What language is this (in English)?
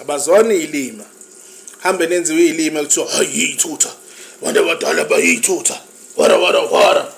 Zulu